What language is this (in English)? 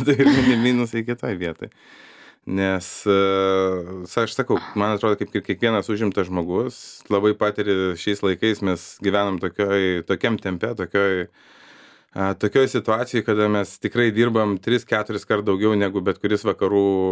Lithuanian